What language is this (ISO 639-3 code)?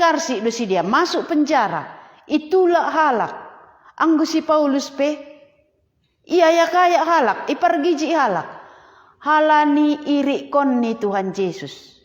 bts